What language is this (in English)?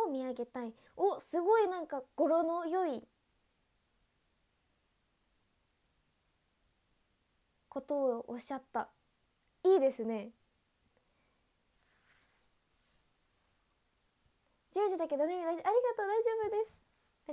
Japanese